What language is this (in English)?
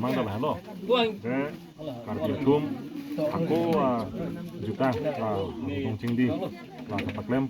Karbi